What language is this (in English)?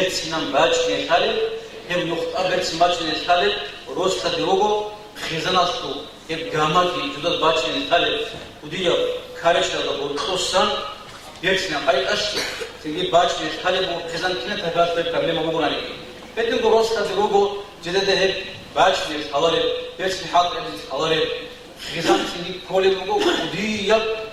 Avaric